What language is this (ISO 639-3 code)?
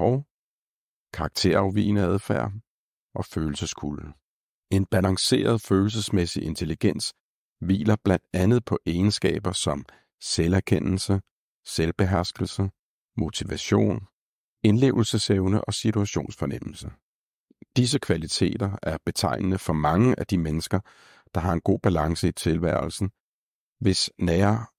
dan